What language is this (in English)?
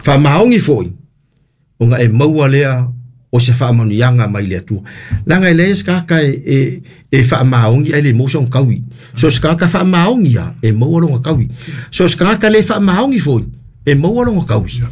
Samoan